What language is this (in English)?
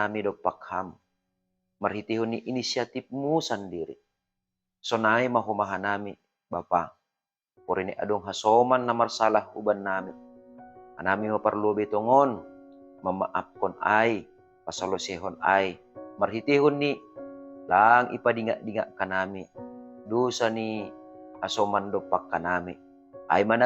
Batak Simalungun